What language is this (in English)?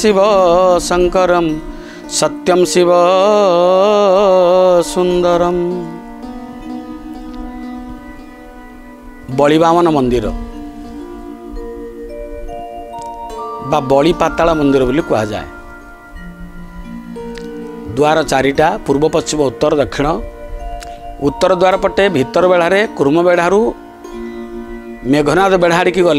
Odia